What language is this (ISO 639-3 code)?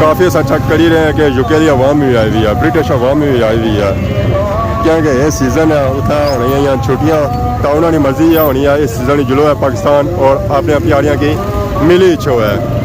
phr